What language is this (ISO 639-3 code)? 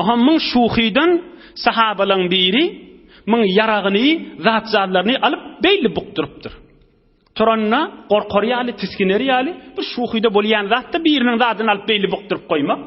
tuk